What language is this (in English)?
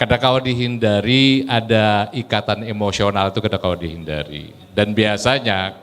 Banjar